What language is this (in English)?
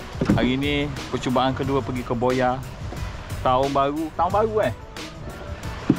Malay